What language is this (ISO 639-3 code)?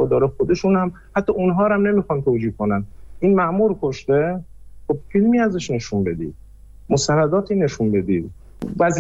fas